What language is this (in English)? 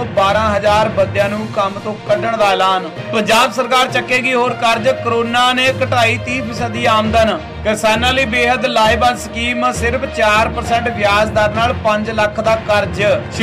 Punjabi